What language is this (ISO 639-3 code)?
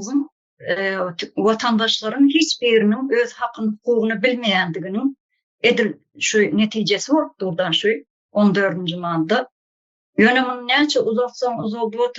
tuk